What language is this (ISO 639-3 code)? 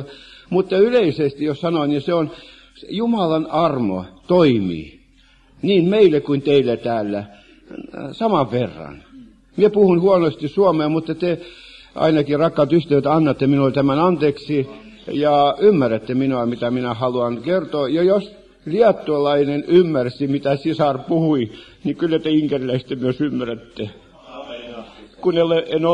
fin